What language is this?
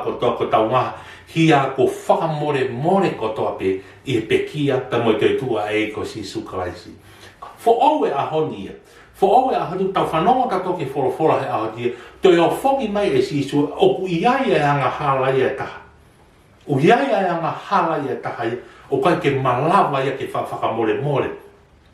Tongan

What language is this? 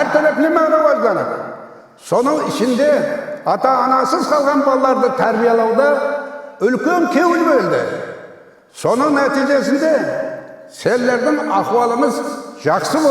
Kara-Kalpak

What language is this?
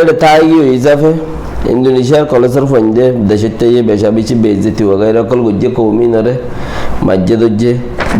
Rohingya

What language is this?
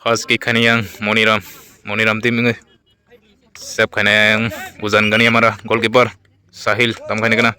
Kok Borok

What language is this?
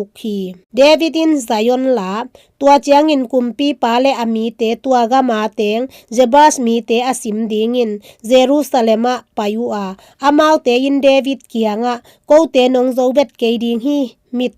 Tedim Chin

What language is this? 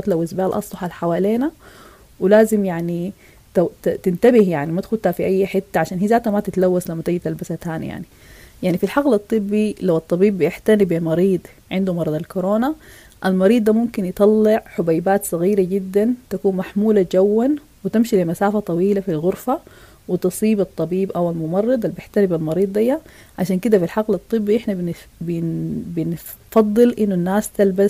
Sudanese Arabic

